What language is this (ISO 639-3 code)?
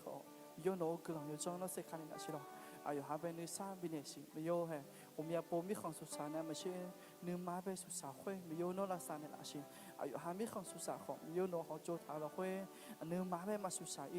ahk